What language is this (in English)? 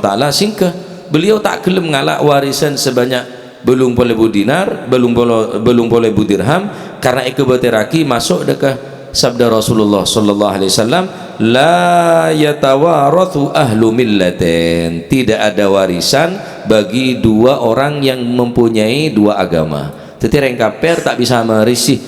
Madurese